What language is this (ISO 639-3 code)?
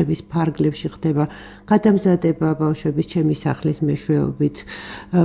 kat